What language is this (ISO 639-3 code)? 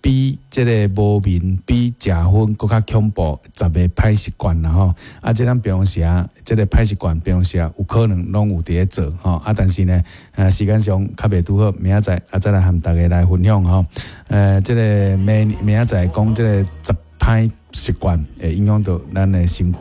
nan